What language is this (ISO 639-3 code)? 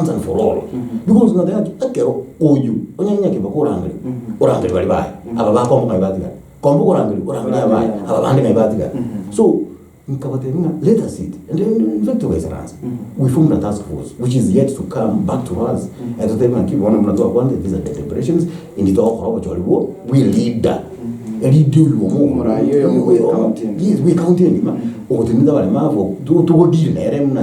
guz